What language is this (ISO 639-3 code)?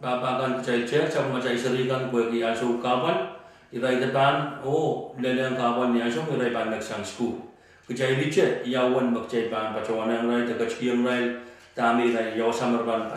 pon